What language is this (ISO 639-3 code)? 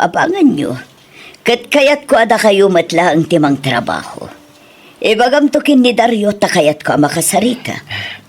ilo